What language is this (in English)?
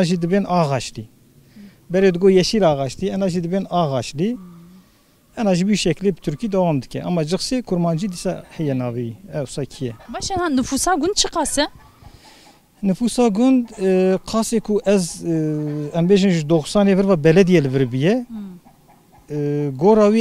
Kurdish